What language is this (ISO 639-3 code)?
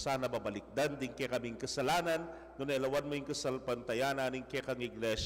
pam